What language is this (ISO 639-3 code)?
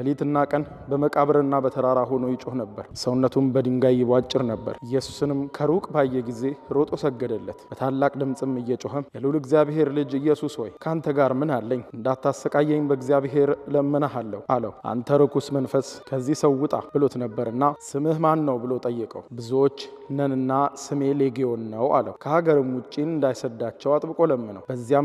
amh